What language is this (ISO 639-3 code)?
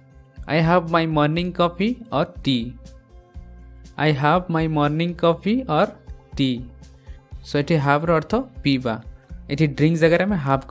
ori